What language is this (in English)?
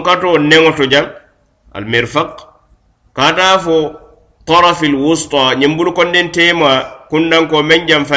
Mandingo